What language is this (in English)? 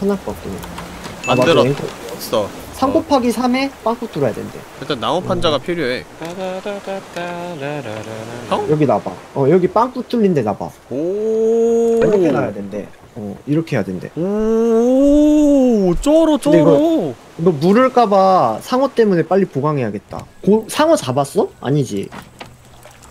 Korean